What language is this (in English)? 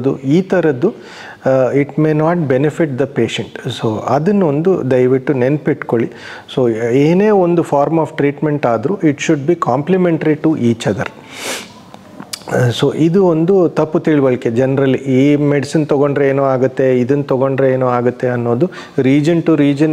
Kannada